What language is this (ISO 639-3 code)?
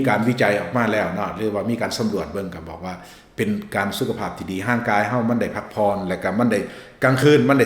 lao